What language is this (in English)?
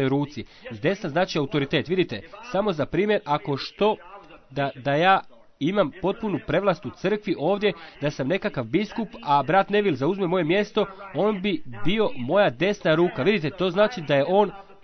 Croatian